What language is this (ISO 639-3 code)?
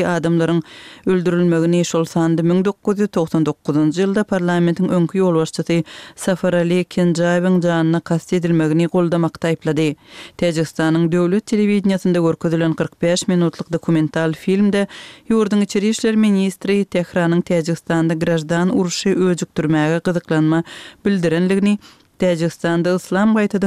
tuk